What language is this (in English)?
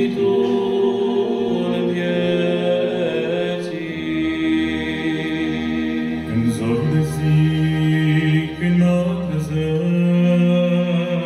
Romanian